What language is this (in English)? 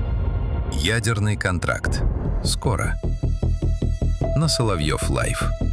Russian